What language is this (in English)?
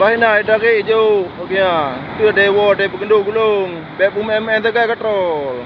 Achinese